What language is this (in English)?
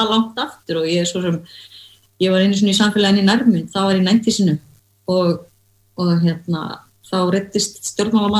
Icelandic